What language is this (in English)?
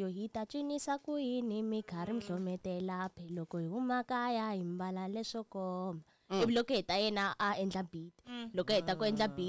Tsonga